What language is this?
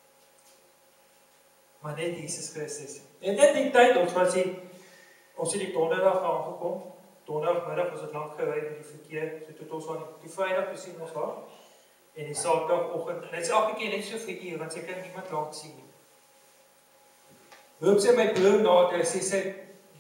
Afrikaans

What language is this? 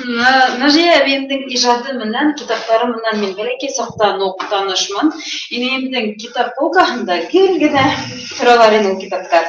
Bashkir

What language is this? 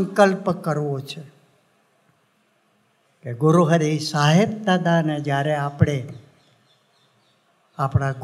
Gujarati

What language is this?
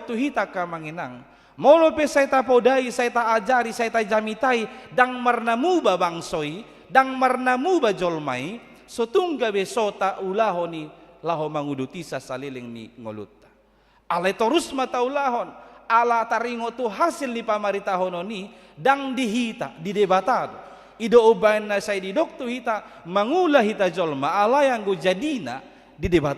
Batak Toba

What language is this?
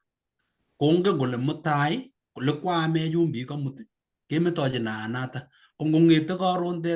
Kalenjin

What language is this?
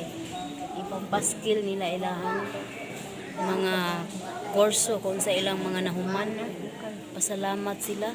Cebuano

